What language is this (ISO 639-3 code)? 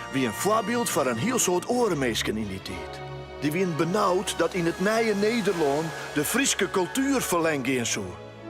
fry